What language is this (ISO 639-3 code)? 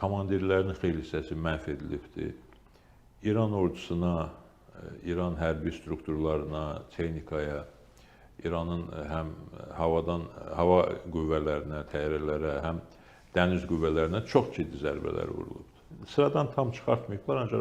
aze